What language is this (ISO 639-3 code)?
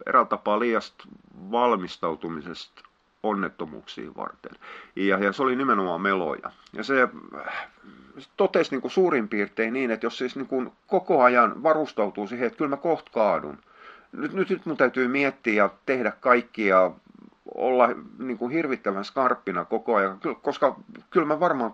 fin